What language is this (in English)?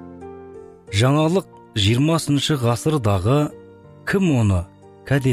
Kazakh